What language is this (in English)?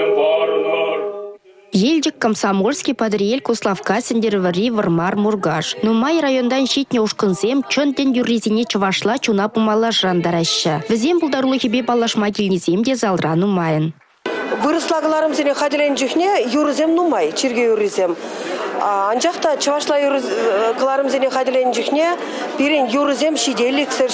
Chuvash